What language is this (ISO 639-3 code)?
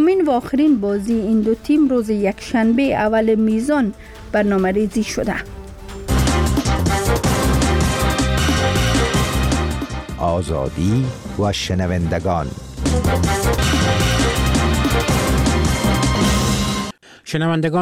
fas